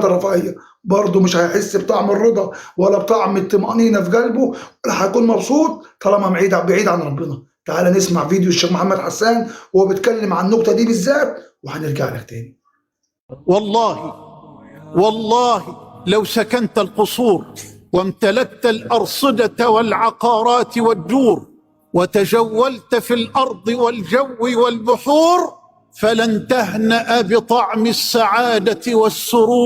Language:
Egyptian Arabic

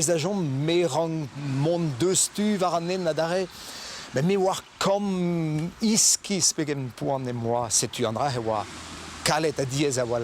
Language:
Breton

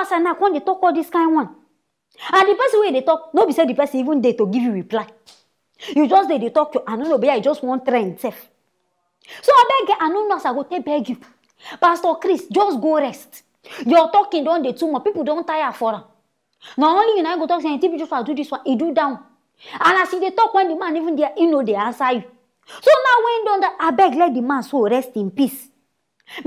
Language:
Nigerian Pidgin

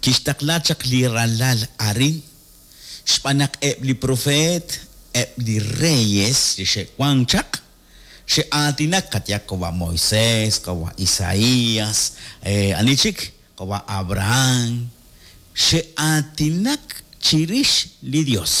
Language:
Kekchí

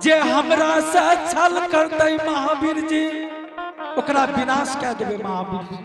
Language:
Angika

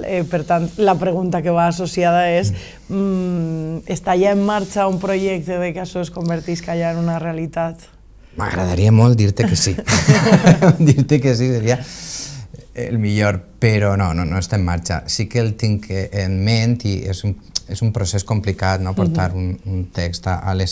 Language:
Catalan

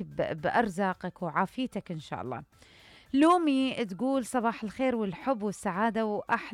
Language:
Mesopotamian Arabic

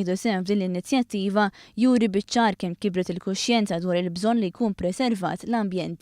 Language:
Maltese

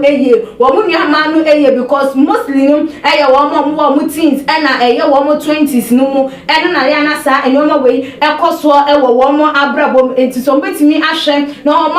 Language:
Akan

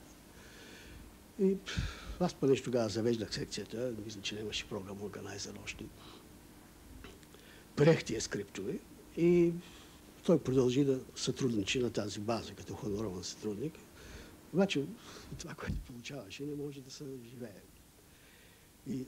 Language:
Bulgarian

